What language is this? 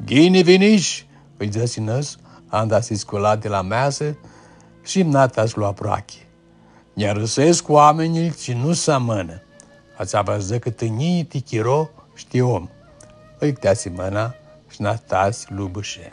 Aromanian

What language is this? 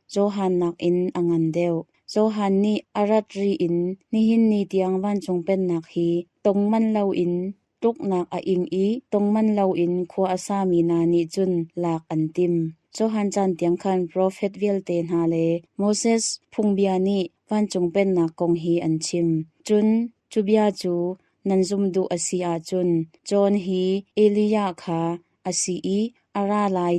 Hakha Chin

